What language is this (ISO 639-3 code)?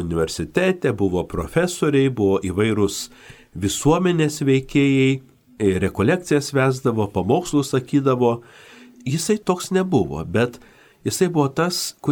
lit